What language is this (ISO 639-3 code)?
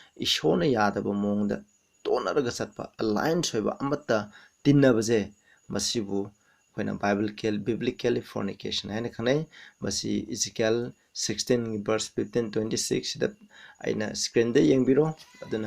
mni